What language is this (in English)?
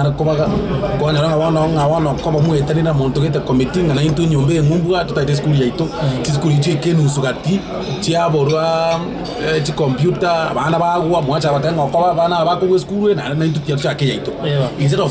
Gusii